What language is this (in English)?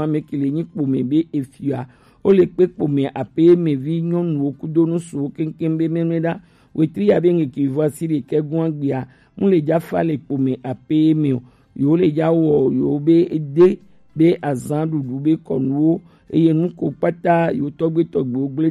Gen